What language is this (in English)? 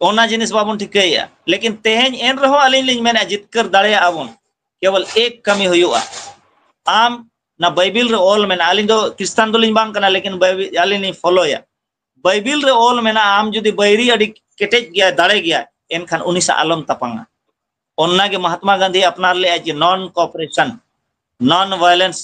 Santali